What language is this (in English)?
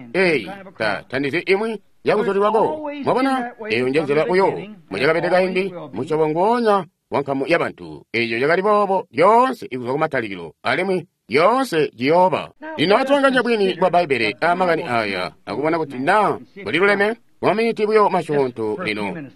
Tonga (Zambia)